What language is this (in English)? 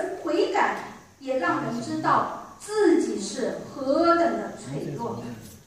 Chinese